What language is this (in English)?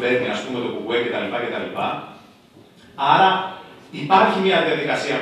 Greek